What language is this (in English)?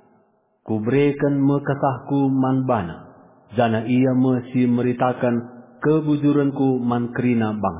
Batak Karo